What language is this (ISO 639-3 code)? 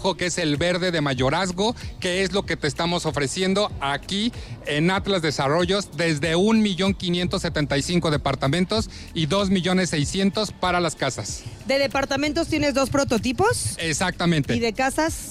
spa